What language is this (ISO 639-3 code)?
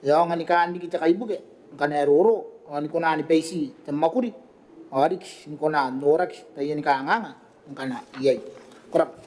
gil